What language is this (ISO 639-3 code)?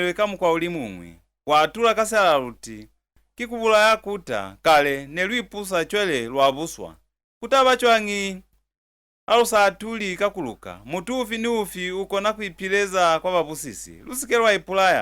loz